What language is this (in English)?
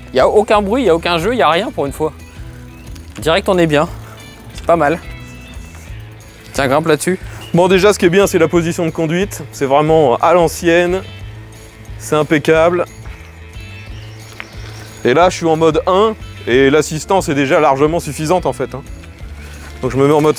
French